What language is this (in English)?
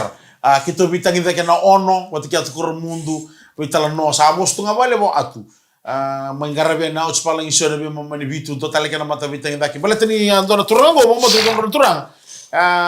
Fijian